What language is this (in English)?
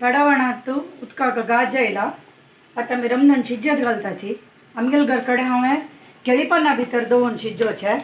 Konkani